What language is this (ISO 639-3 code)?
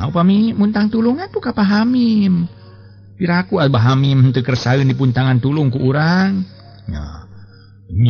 sun